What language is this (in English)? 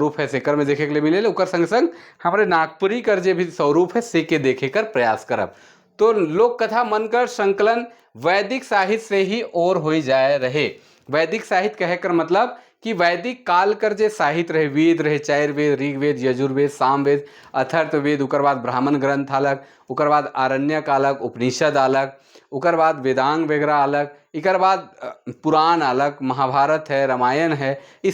Sadri